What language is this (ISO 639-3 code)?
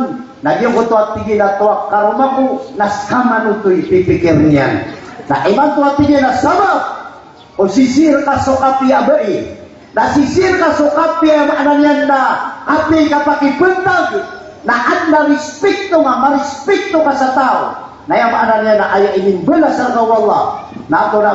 mrw